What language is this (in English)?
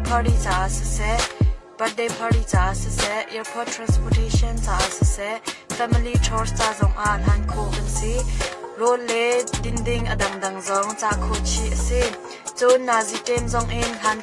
Hakha Chin